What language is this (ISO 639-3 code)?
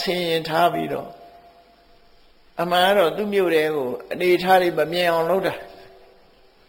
mya